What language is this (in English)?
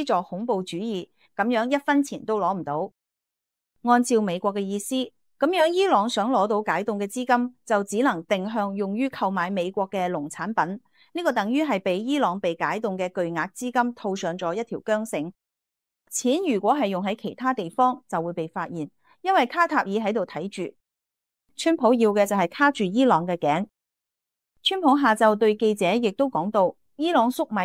Cantonese